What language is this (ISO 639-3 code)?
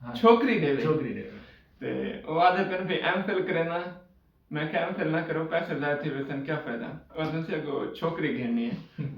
skr